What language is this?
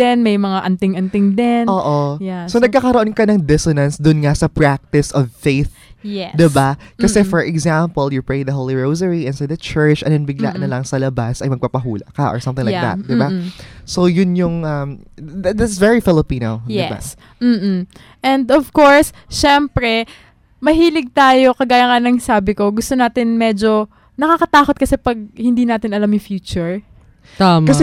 Filipino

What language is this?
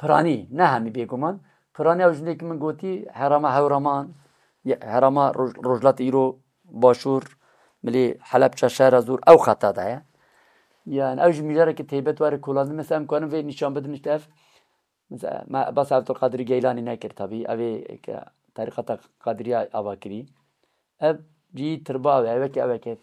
Kurdish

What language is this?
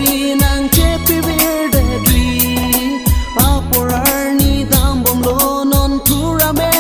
Karbi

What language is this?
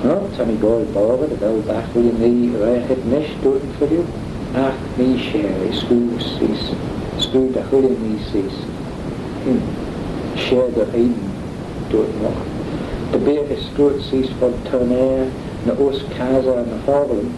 Manx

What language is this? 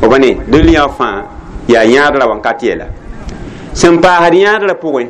Mossi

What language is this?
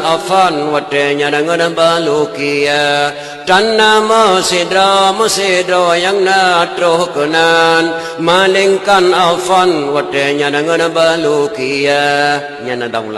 Achinese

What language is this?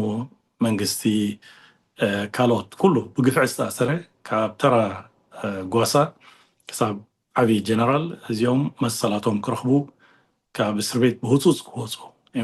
Tigrinya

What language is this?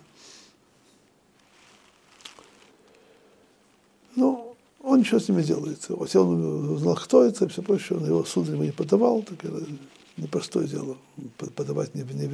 Russian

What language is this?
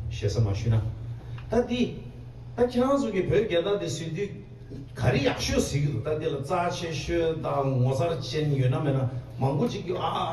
Tibetan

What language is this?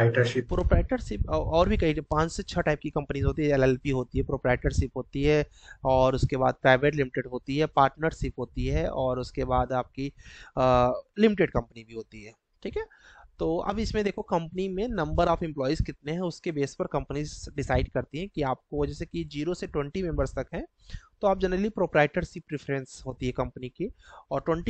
Hindi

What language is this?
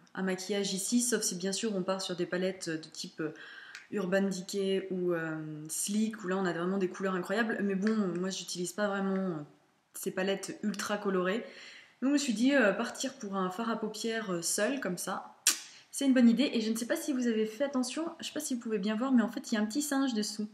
French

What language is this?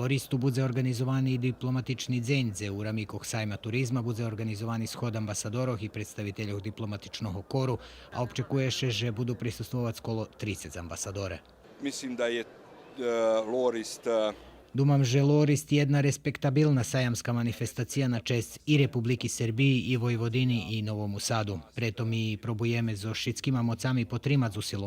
Rusyn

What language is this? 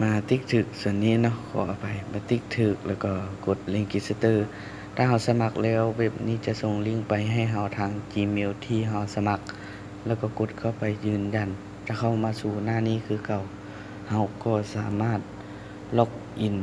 Lao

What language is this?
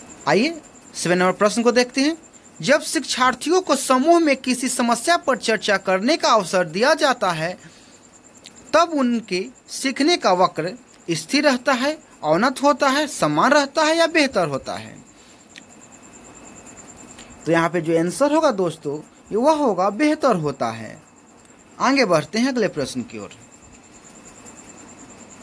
Hindi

